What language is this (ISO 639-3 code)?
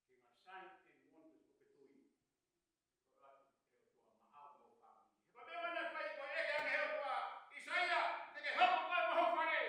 ton